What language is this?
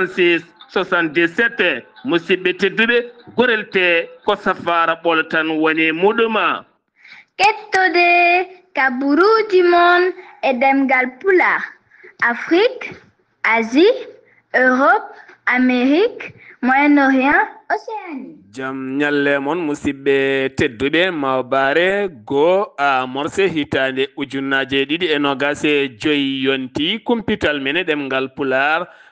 Fula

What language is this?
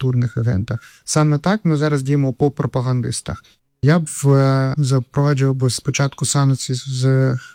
Ukrainian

